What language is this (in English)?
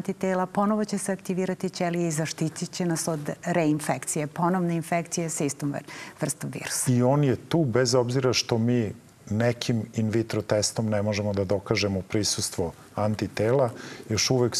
Serbian